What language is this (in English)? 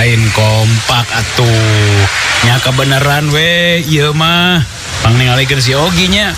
Sundanese